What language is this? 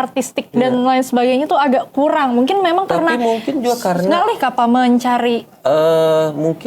Banjar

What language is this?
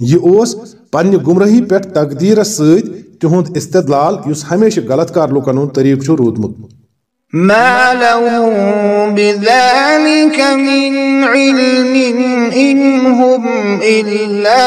Kashmiri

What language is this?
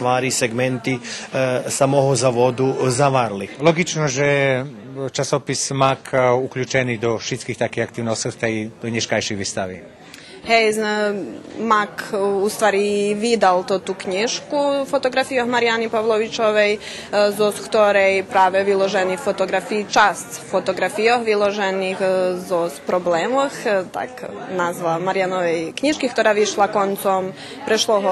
Rusyn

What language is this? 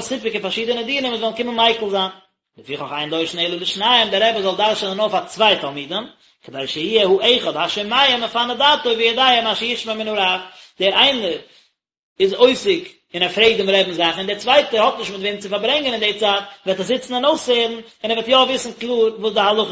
Yiddish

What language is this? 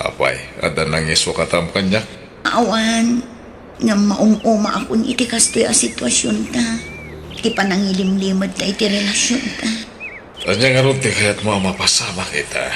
Iloko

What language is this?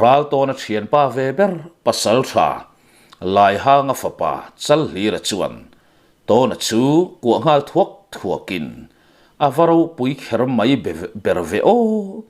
Mizo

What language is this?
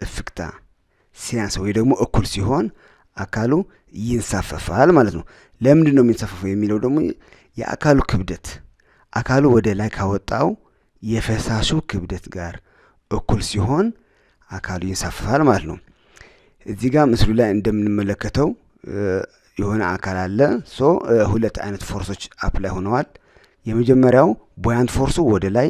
Amharic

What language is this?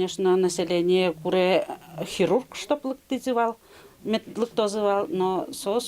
Udmurt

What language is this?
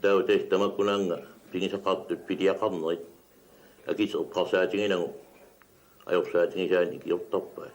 Kalaallisut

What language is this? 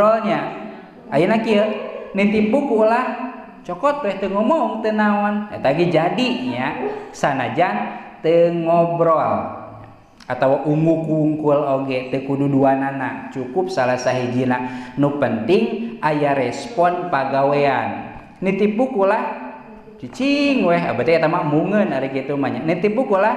Sundanese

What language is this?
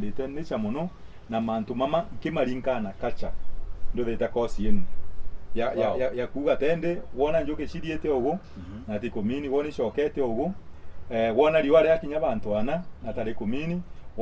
Meru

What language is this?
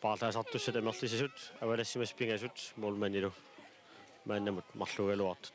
Kalaallisut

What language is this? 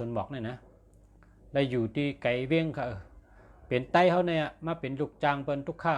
Shan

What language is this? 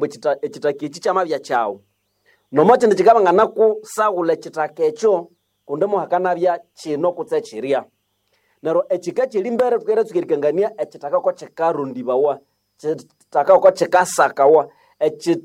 Nande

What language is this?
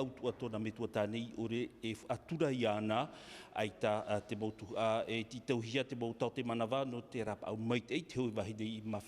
Tahitian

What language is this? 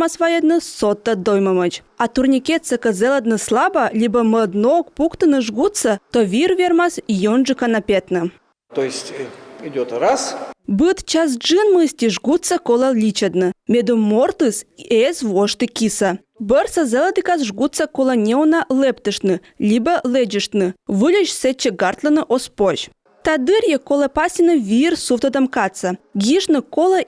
Komi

